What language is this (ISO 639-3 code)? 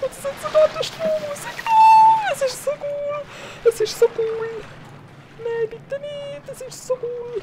gsw